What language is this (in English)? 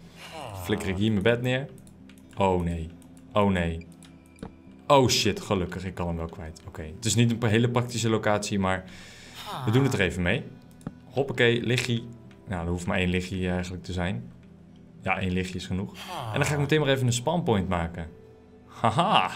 Dutch